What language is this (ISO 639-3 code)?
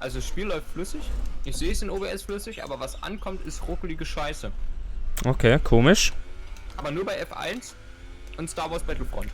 gsw